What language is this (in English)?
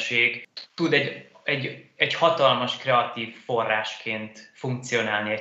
Hungarian